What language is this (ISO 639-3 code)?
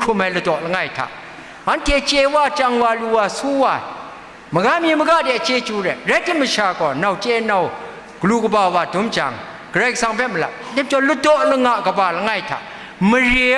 kac